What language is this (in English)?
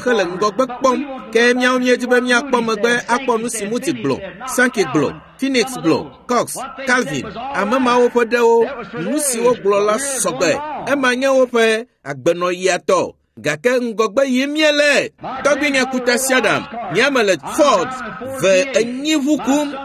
Ewe